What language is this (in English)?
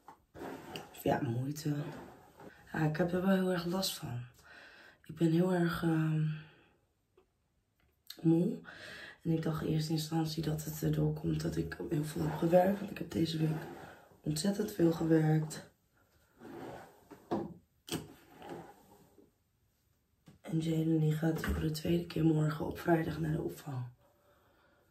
Dutch